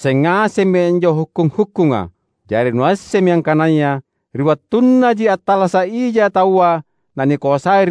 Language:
Makasar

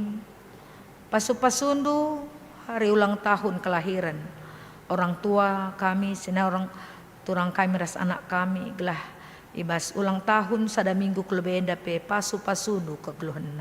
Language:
Batak Karo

